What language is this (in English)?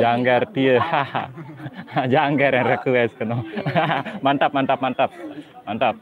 Sasak